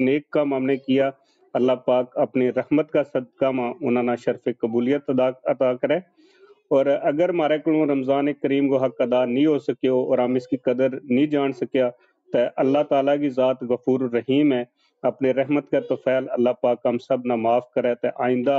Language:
Gujari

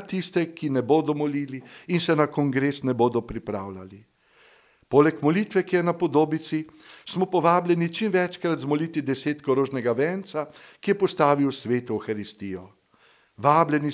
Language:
Slovenian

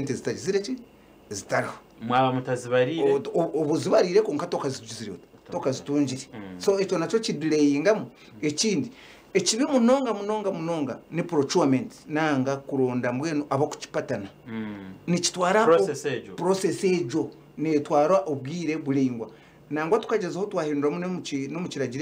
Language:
Nyankole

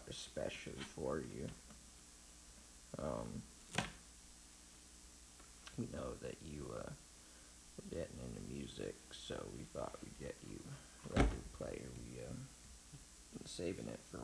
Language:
English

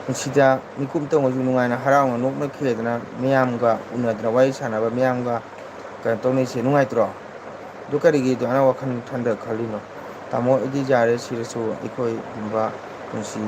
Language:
Manipuri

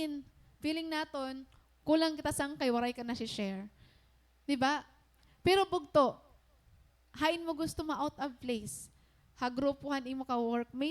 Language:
Waray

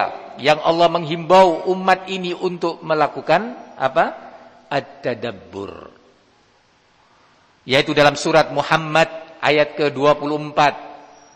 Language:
Indonesian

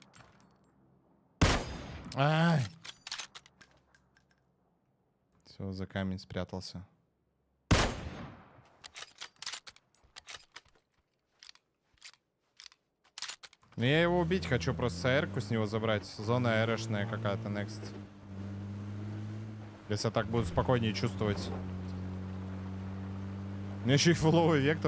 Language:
Russian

